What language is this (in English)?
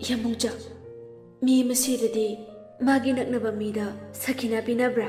Manipuri